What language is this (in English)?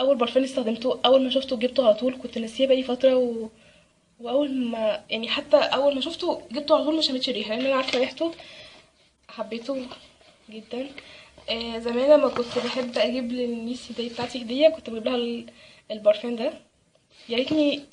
Egyptian Arabic